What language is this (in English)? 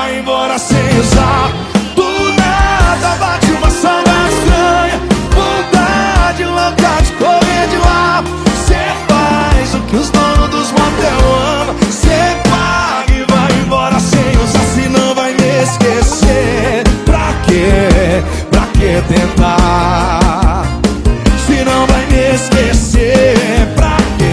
Portuguese